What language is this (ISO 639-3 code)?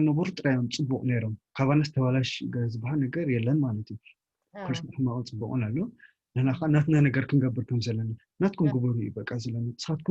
tir